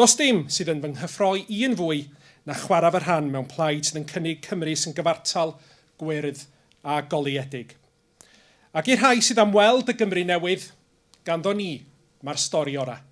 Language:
Welsh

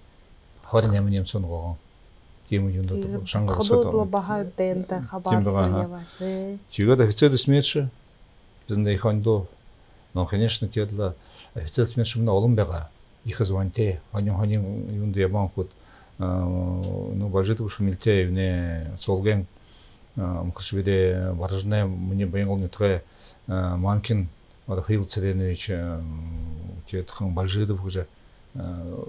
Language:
Buriat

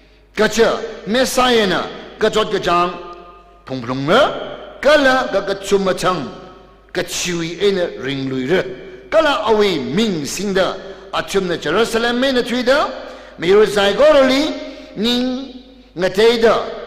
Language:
Tangkhul Naga (India)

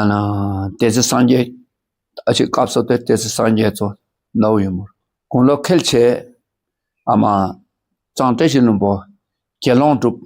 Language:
Dakpakha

